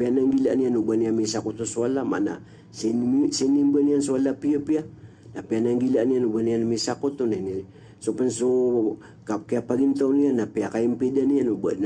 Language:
Maranao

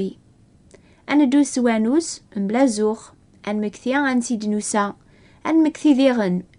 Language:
Kabyle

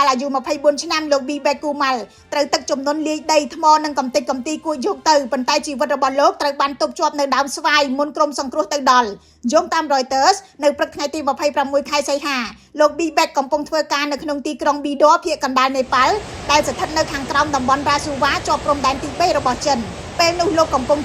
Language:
Khmer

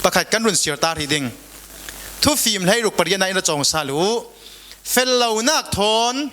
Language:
Falam Chin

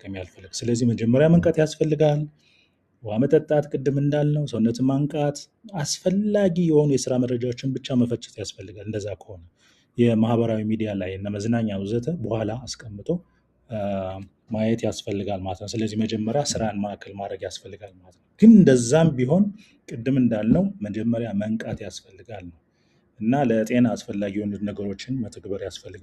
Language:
Amharic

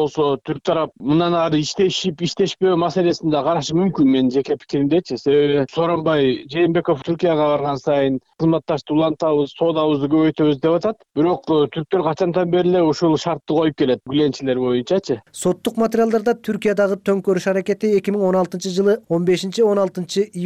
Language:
Kyrgyz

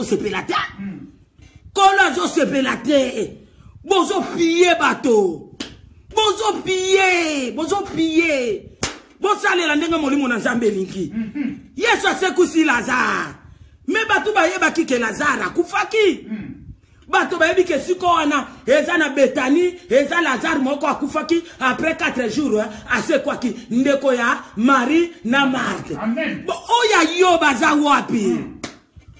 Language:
Lingala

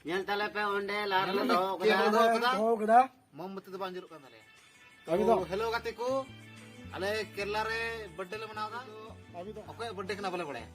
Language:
Santali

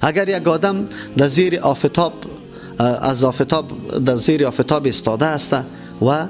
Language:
Persian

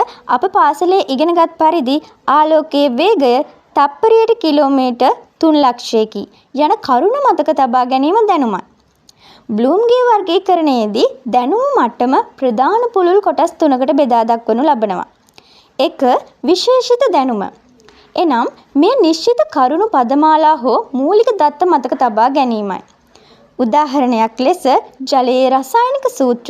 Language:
Sinhala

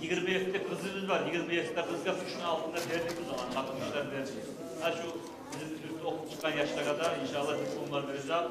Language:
Kumyk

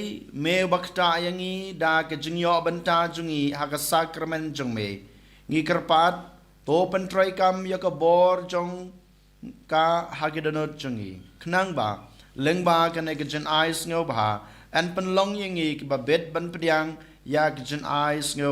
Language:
Khasi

